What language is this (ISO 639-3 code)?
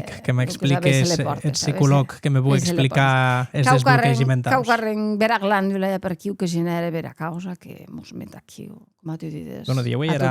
oci